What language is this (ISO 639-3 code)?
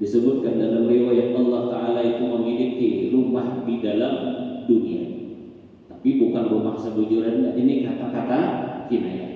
bjn